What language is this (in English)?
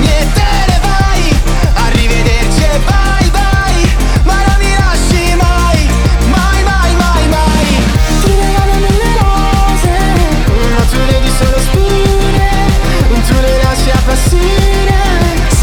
Italian